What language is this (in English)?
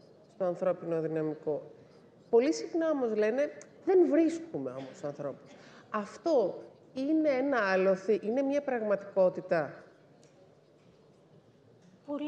Greek